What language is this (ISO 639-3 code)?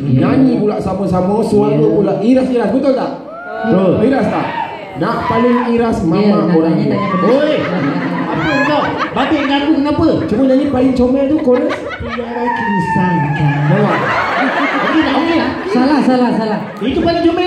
msa